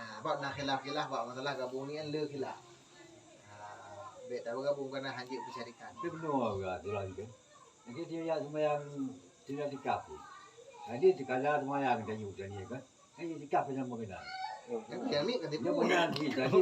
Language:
Achinese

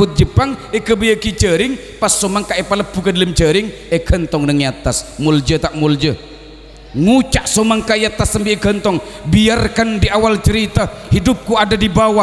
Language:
Madurese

